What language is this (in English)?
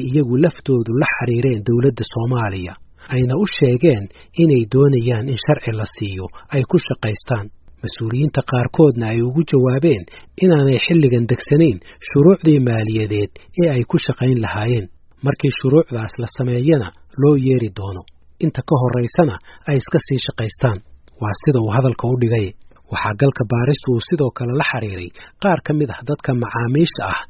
Somali